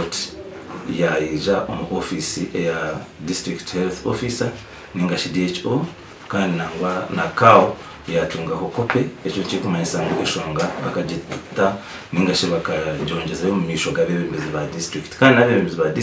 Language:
Nyankole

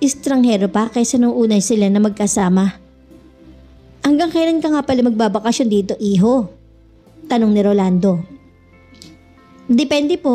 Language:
Filipino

